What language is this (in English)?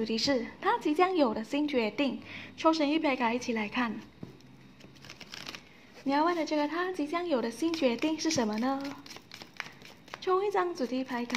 Chinese